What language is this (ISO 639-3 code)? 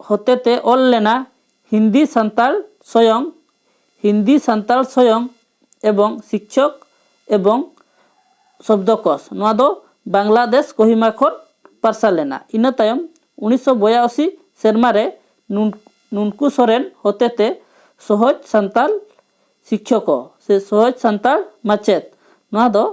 sat